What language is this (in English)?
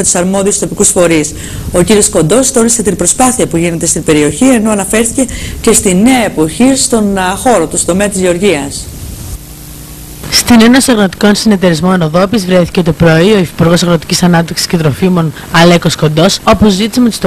Greek